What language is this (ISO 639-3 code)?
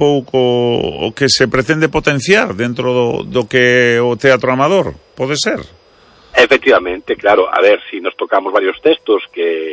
glg